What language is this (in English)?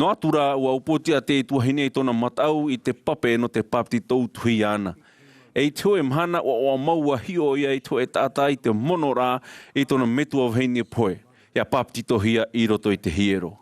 Tahitian